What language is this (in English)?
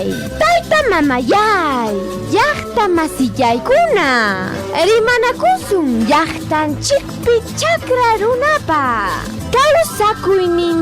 Ayacucho Quechua